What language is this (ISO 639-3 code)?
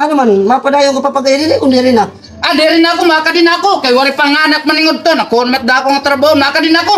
war